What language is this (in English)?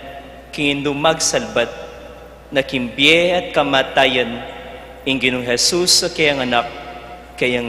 Pampanga